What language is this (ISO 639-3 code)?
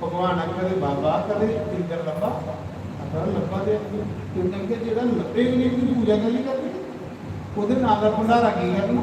doi